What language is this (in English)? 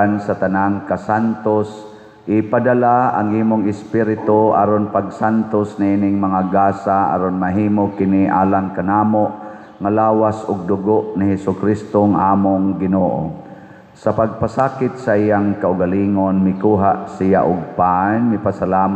Cebuano